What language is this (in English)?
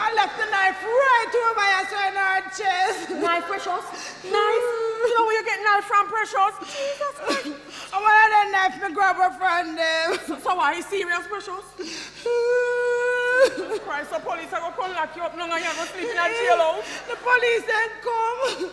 Jamaican Creole English